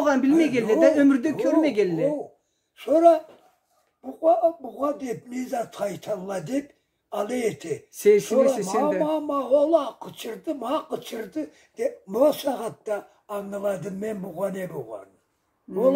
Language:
Karachay-Balkar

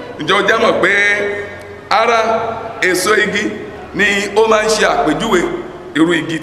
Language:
Yoruba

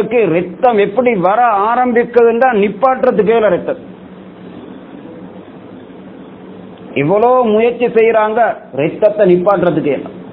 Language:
Tamil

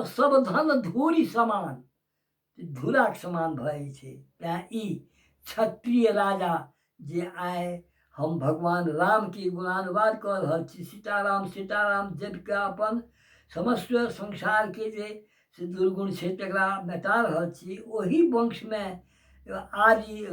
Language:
Maithili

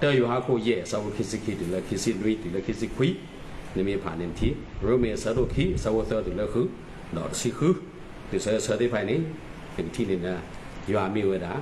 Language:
S'gaw Karen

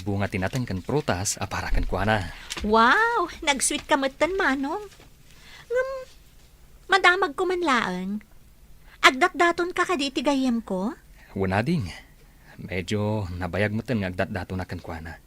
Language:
Iloko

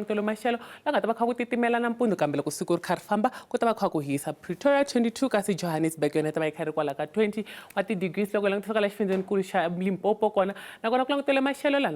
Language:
Tsonga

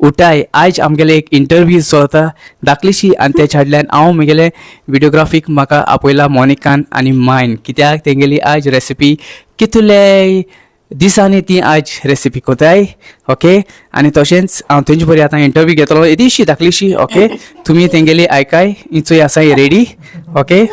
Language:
Konkani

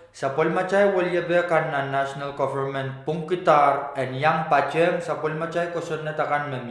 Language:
Pohnpeian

